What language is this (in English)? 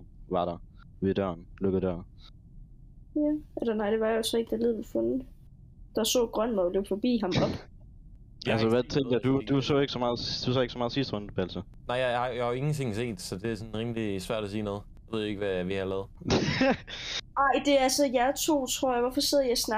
Danish